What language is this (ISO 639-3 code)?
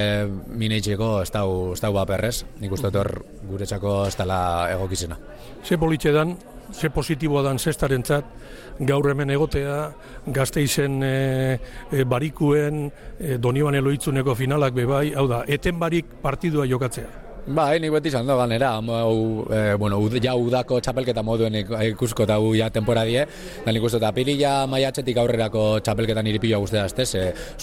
eus